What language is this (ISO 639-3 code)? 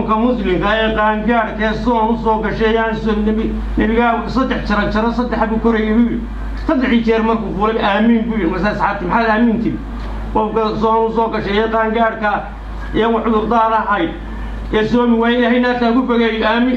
som